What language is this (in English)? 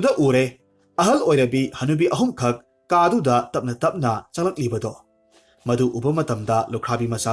Manipuri